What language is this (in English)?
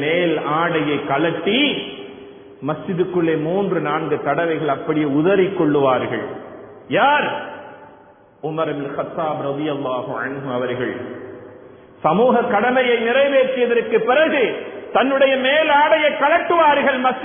Tamil